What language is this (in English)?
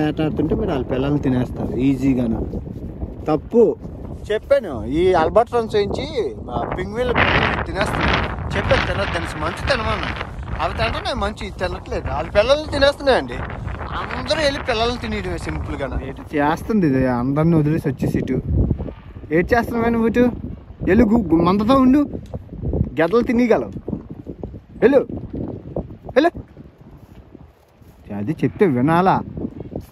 Telugu